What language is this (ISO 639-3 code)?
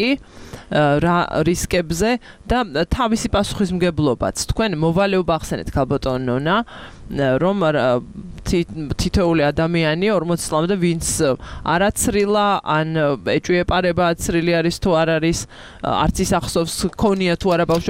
kat